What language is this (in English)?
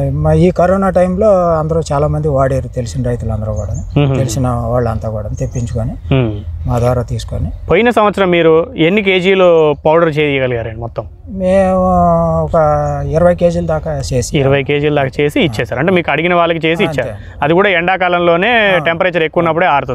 Telugu